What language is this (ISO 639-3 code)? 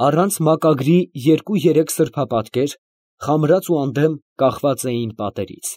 hye